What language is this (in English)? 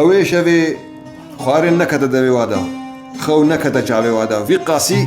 Kurdish